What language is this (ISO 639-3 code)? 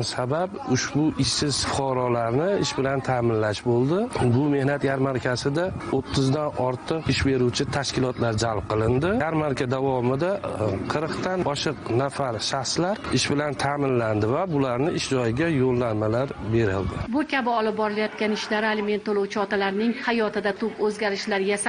uzb